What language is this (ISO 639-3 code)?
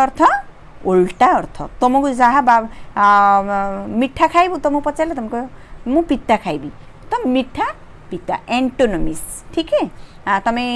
ori